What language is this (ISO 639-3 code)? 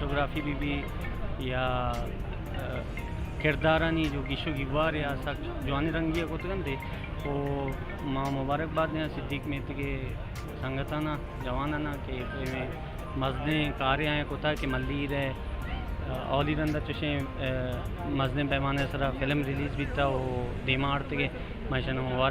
bal